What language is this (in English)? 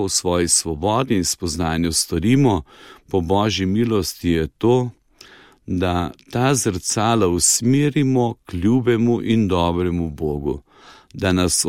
Slovenian